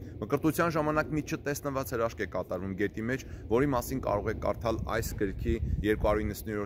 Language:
Armenian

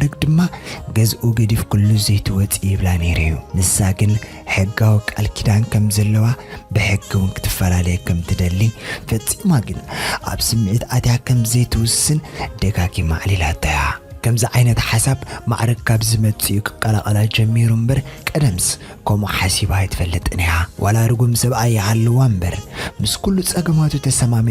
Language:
Tigrinya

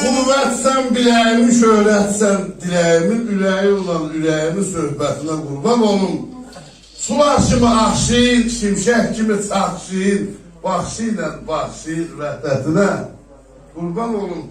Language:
South Azerbaijani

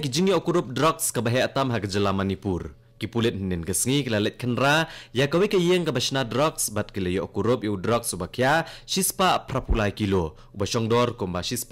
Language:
Khasi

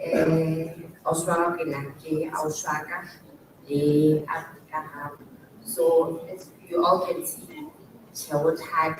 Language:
Southern Sotho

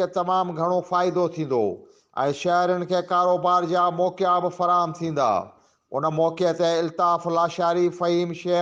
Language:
Sindhi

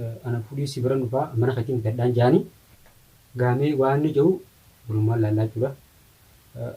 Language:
Oromo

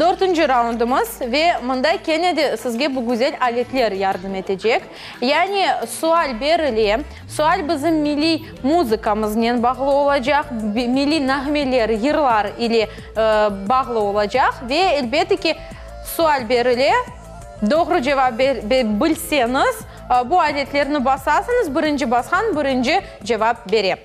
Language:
Crimean Tatar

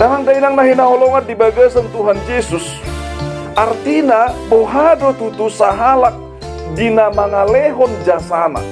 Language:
Batak Toba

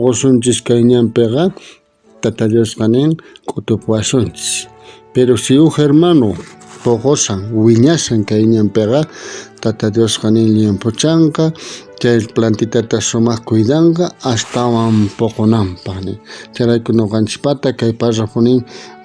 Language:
South Bolivian Quechua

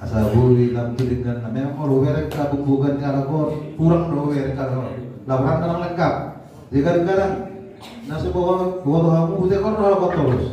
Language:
Batak Toba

